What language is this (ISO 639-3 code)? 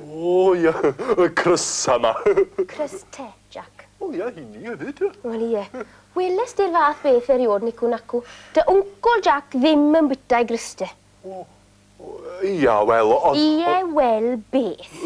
cym